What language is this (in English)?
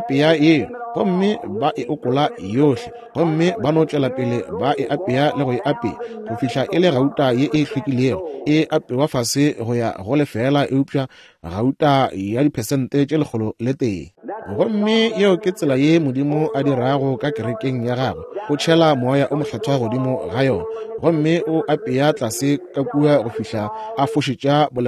Northern Sotho